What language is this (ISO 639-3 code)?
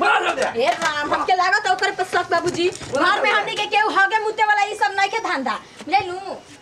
bho